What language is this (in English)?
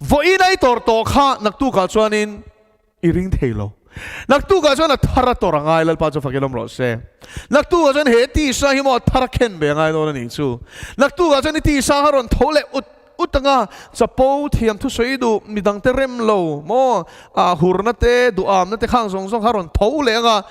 Mizo